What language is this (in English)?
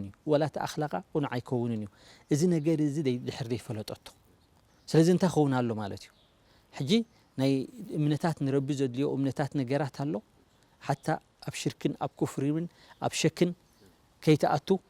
Tigrinya